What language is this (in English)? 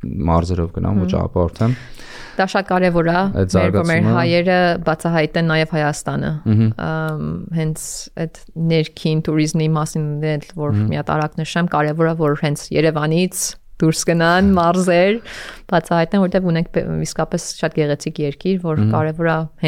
Armenian